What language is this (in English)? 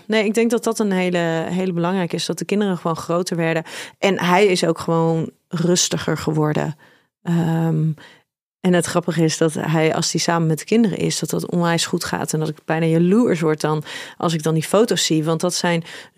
Dutch